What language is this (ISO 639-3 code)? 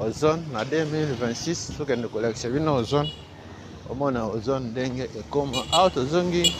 lin